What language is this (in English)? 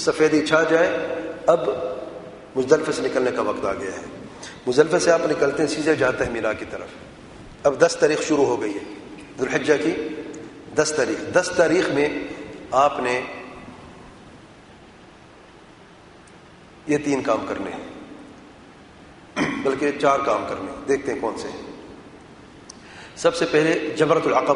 Urdu